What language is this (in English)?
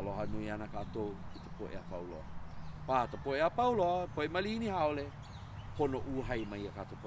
Hawaiian